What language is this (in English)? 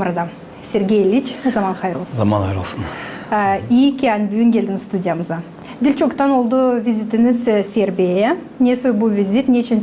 Gagauz